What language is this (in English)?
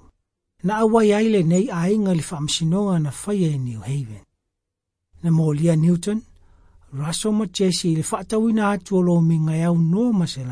Samoan